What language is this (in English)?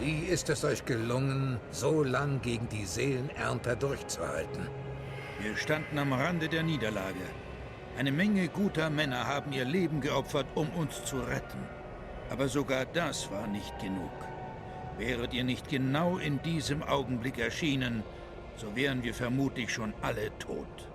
Swiss German